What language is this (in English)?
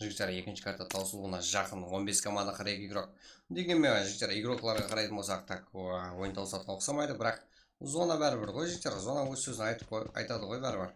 Kara-Kalpak